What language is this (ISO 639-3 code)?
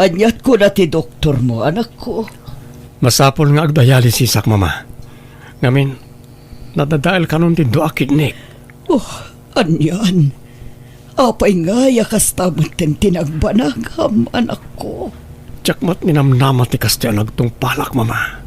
ilo